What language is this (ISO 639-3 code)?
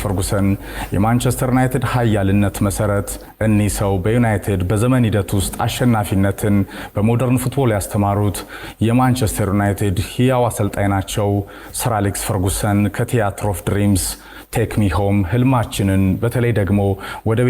amh